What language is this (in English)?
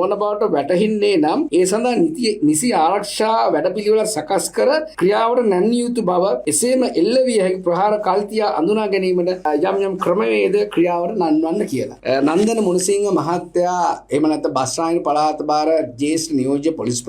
Sinhala